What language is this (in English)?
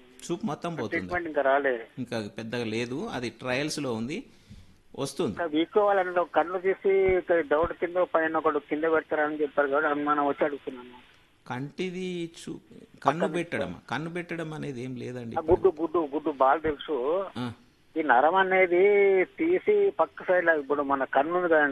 Telugu